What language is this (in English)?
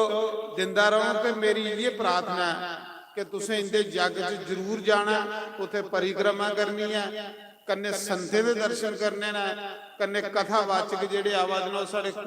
Dogri